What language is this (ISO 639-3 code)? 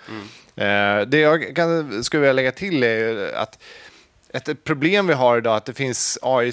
swe